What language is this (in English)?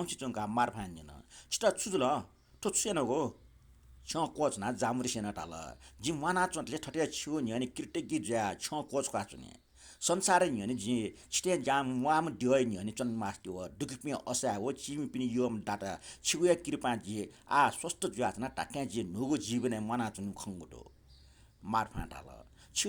Newari